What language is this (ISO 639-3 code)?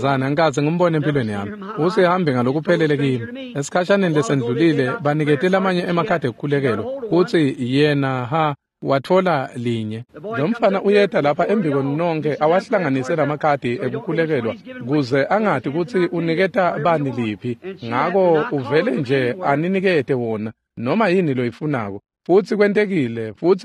ssw